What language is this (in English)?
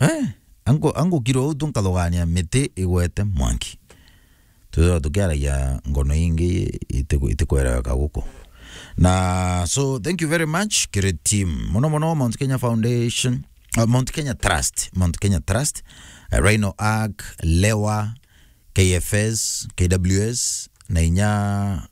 Meru